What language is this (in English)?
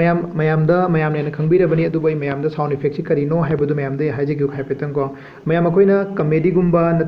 Manipuri